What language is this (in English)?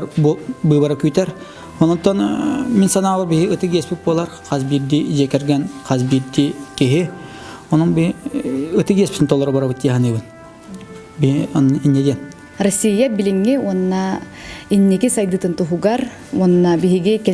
Yakut